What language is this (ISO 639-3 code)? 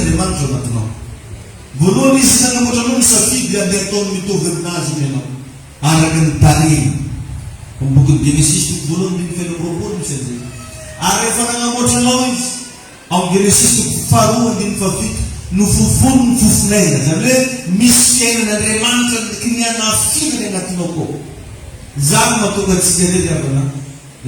mlg